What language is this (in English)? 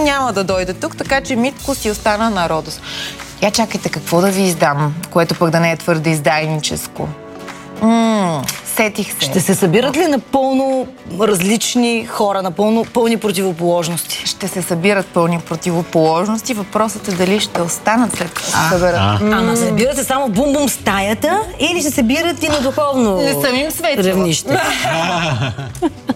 Bulgarian